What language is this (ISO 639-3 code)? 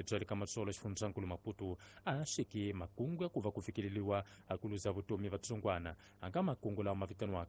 tso